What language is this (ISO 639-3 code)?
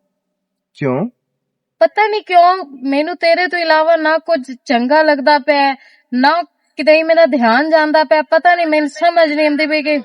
lah